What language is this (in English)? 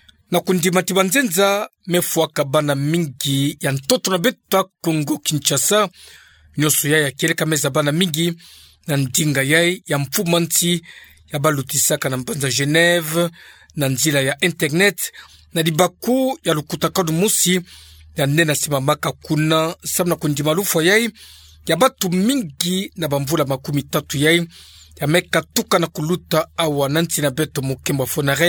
Kituba (Democratic Republic of Congo)